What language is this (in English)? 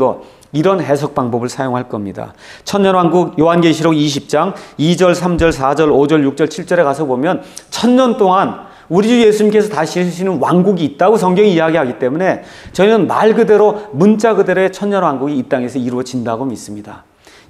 Korean